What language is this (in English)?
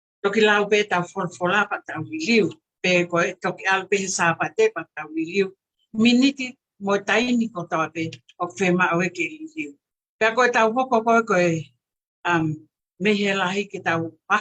Tongan